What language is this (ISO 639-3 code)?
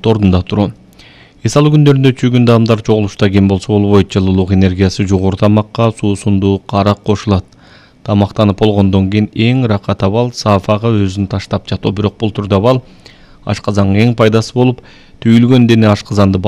kir